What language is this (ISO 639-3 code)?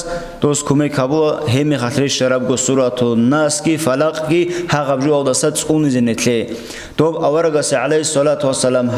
ava